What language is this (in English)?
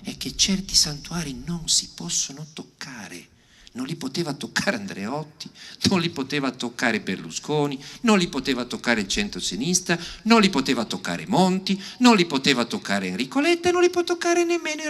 Italian